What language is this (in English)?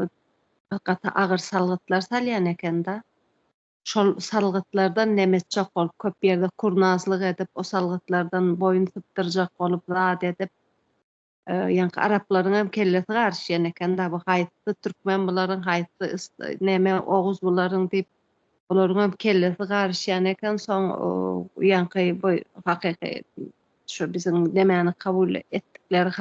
Turkmen